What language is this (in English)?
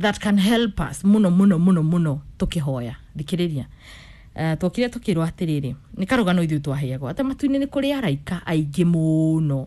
Kikuyu